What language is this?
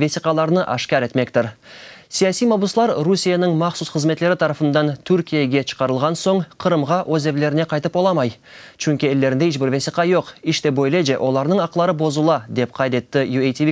Crimean Tatar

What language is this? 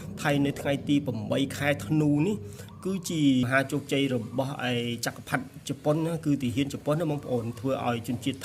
Khmer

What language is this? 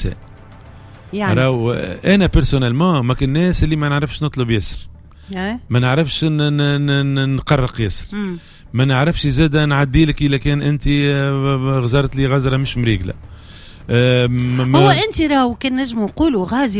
Tunisian Arabic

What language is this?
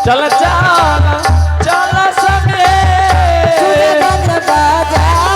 Angika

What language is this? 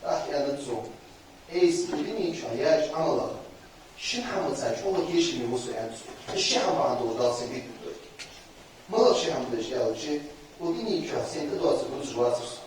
Ingush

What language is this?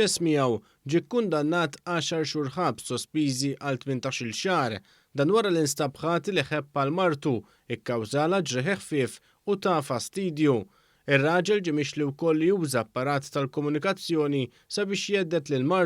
Maltese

